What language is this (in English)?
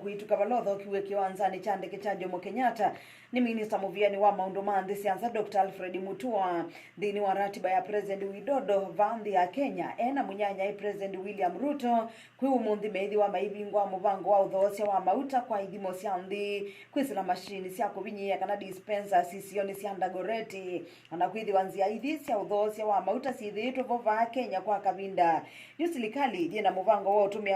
Kamba